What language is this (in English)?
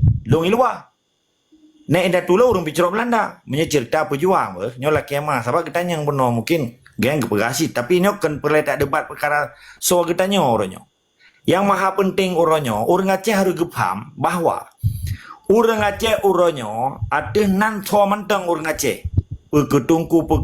Achinese